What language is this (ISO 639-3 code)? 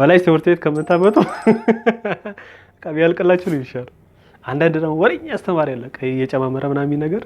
amh